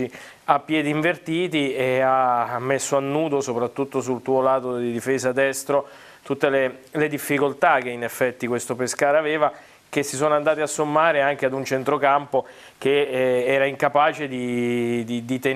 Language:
Italian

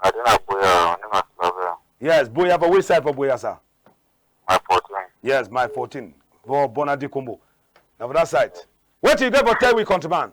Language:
Cameroon Pidgin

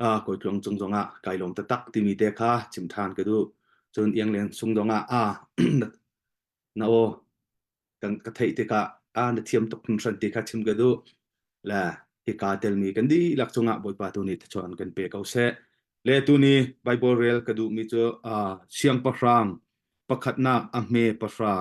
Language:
Hakha Chin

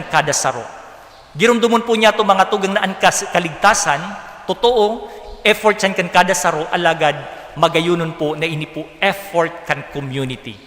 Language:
Bikol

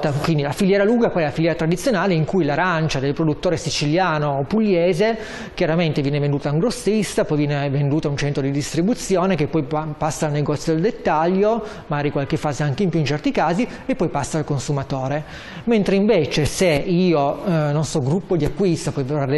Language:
Italian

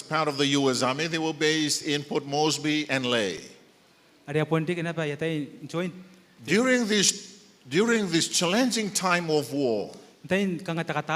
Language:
Gilbertese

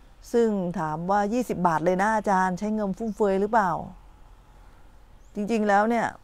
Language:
Thai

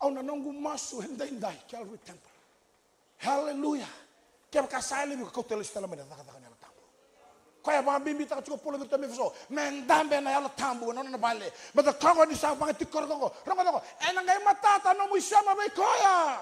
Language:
Fijian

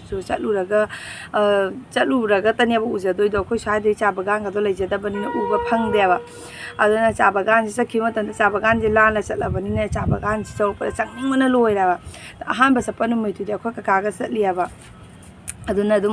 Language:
Manipuri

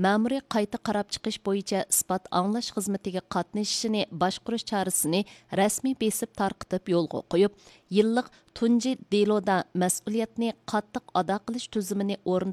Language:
Uyghur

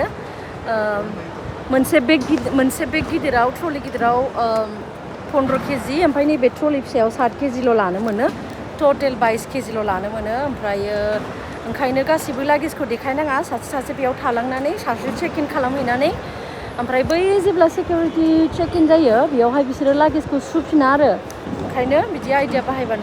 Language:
Bodo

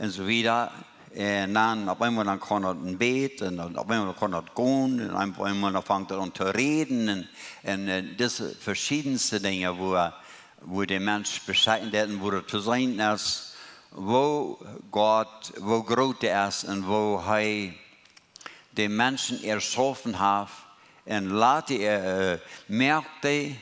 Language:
Plautdietsch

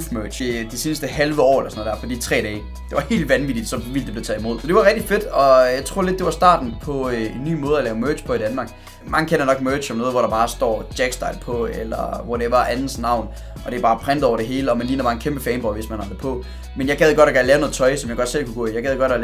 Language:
Danish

